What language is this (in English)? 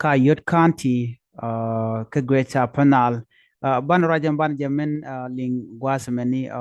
Nuer